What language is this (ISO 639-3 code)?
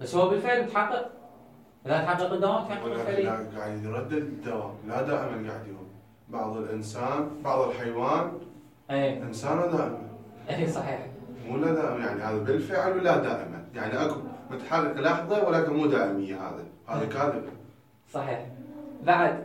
acm